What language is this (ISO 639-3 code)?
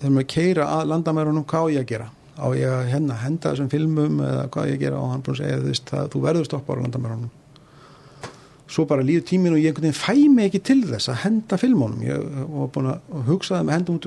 isl